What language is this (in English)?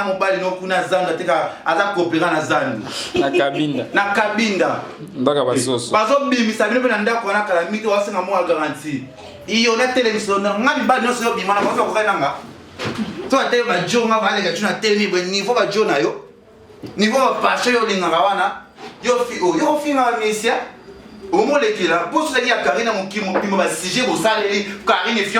Lingala